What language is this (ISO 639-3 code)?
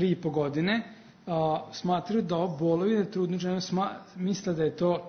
srp